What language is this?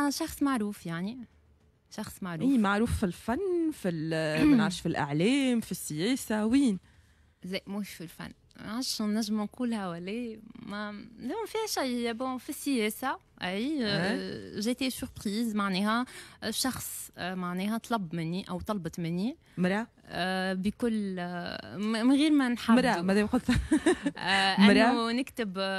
Tunisian Arabic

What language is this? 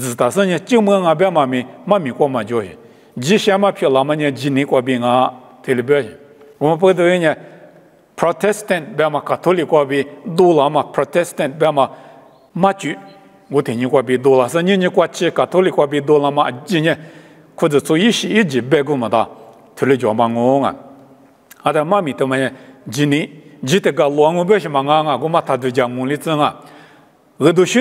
Lisu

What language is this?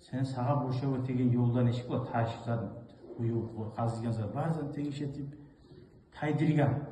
Kumyk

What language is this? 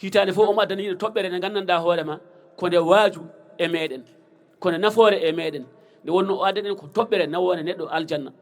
Fula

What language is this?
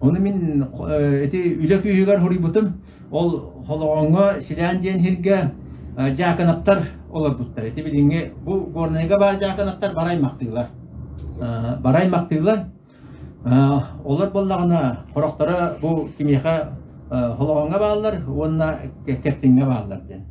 Yakut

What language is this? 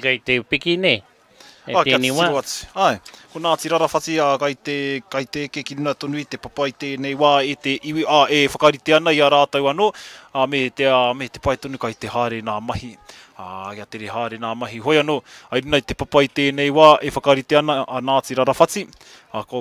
Māori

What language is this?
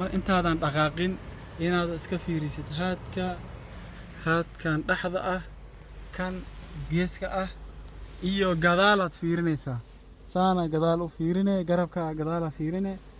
Somali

